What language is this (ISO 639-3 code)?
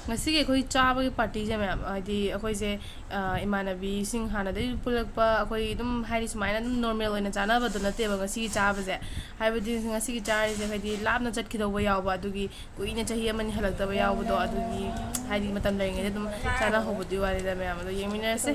mni